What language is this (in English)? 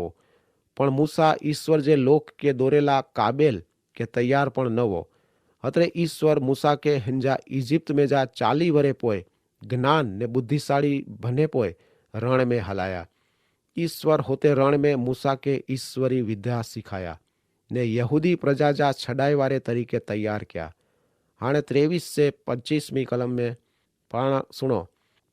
Kachhi